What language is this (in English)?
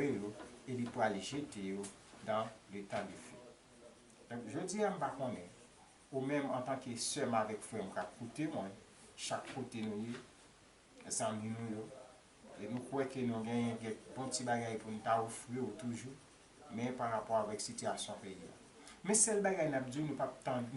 Haitian Creole